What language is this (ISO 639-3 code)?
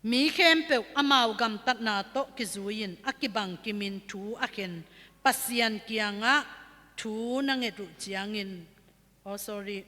ctd